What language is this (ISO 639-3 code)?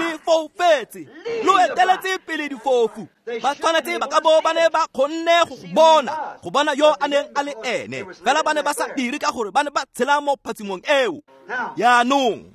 tsn